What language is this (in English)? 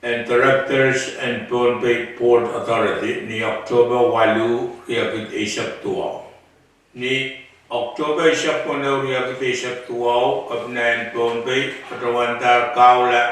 Pohnpeian